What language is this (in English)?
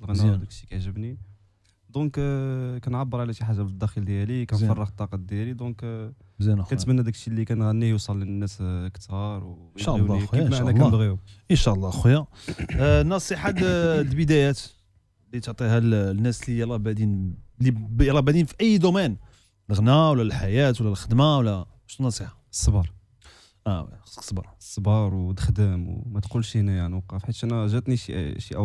Moroccan Arabic